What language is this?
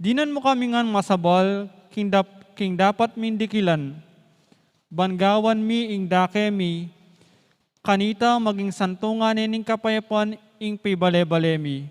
Pampanga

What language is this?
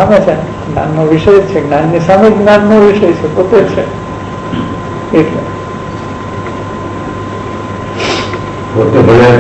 Gujarati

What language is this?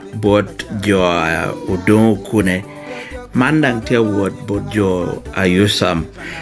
Lango (Uganda)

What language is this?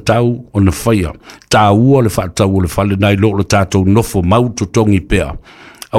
Samoan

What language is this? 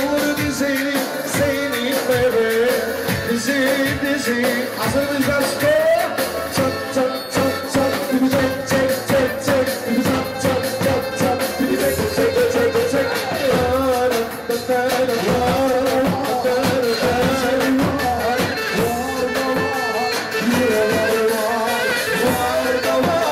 Turkish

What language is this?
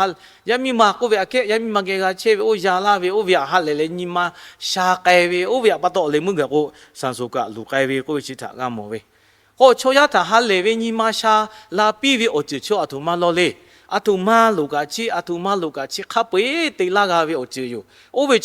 Lahu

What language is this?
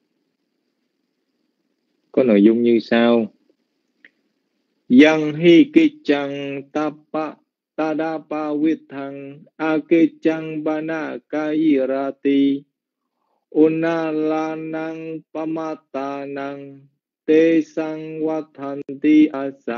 Vietnamese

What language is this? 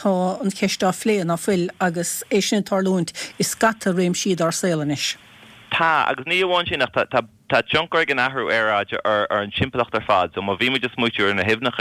Irish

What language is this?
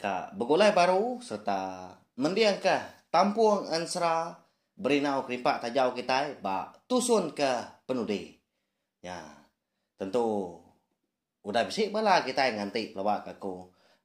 Iban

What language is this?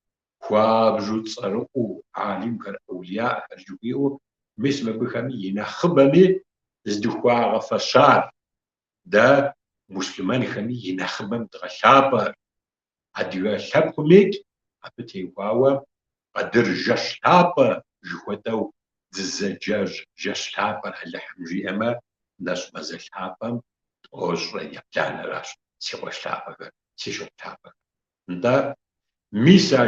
Kabardian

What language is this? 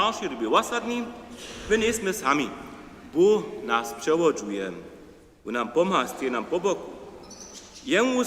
Upper Sorbian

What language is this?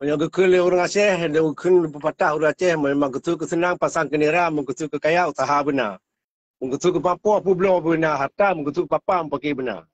Achinese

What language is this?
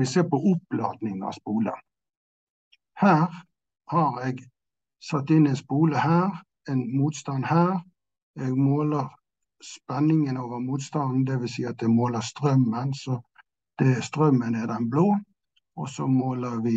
Norwegian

